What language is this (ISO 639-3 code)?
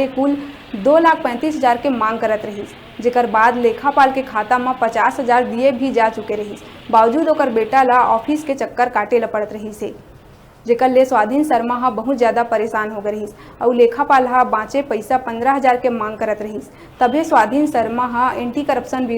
hne